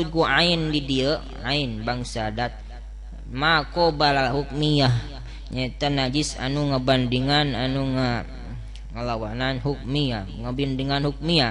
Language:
Sundanese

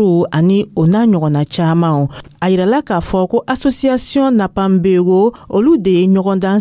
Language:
Dyula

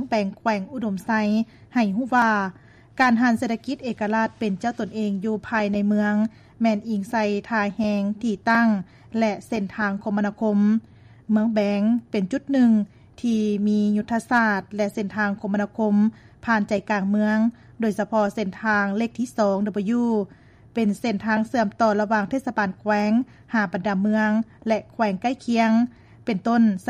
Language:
Lao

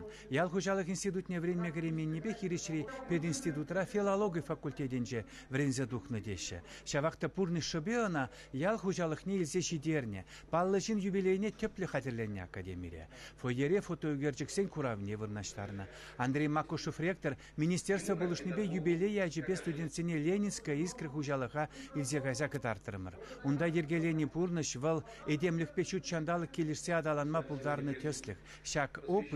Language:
Chuvash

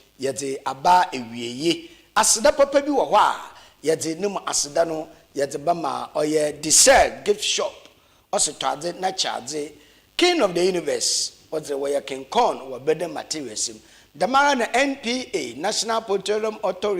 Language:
Akan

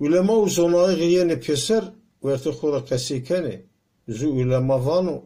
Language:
Zaza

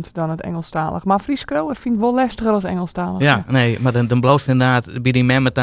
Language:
Western Frisian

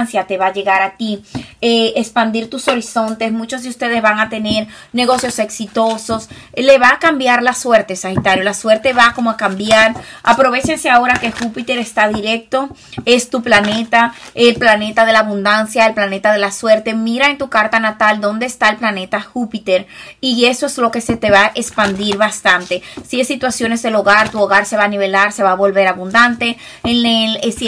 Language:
Spanish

